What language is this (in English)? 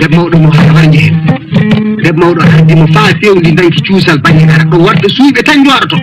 Fula